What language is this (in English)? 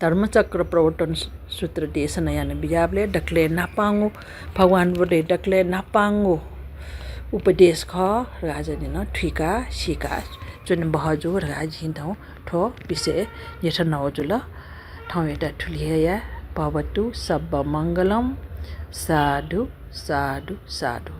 Newari